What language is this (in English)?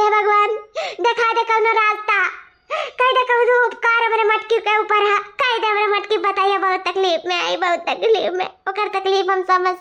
Awadhi